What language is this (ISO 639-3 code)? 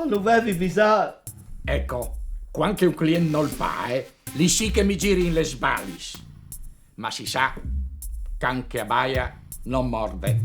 fur